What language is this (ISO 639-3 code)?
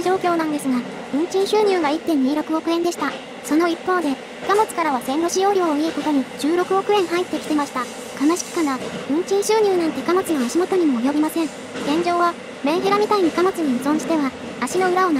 jpn